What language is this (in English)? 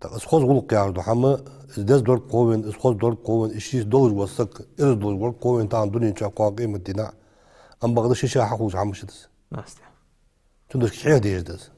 Ingush